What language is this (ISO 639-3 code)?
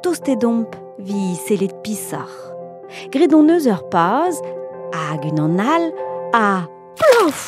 bre